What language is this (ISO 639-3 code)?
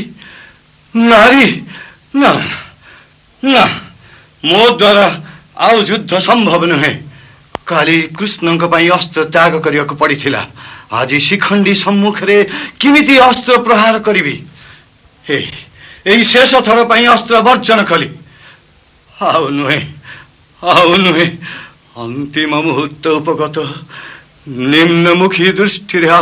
ori